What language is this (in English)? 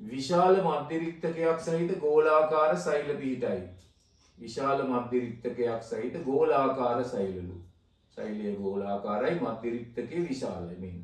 Sinhala